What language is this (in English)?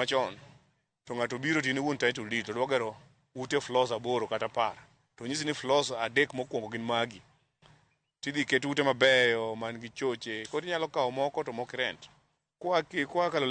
Luo (Kenya and Tanzania)